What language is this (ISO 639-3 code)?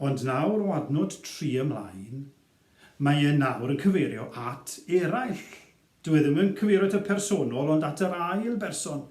cym